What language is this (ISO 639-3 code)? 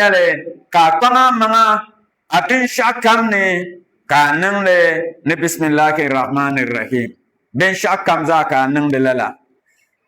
dag